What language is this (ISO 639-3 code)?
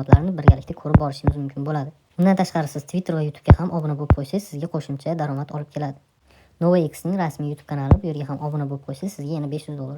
uzb